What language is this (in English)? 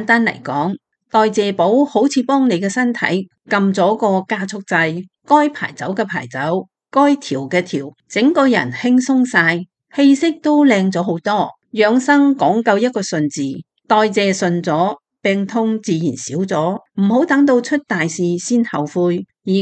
Cantonese